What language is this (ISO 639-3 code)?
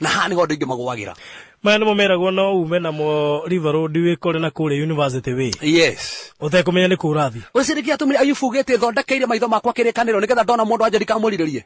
kik